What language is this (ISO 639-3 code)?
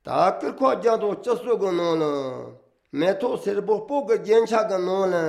lav